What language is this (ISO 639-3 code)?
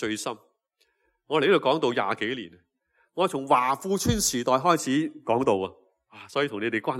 yue